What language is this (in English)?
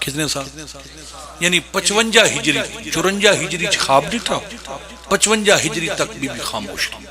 Pahari-Potwari